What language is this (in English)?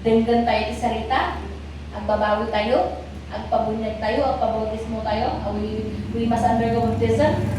Iloko